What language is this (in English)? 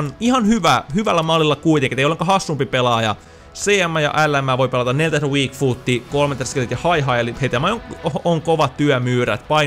Finnish